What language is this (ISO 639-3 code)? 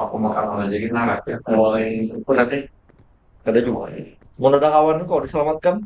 bjn